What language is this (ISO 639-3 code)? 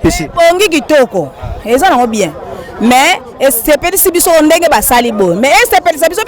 lin